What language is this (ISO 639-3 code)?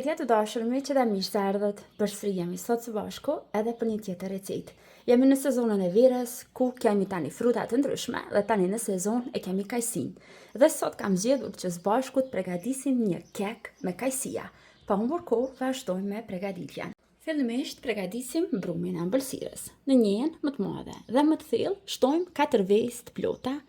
sqi